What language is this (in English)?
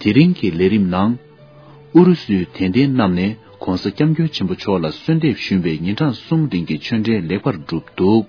Tibetan